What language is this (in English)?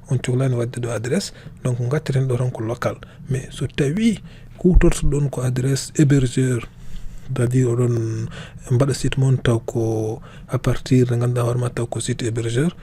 Fula